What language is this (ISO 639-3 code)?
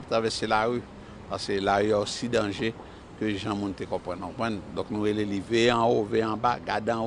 hat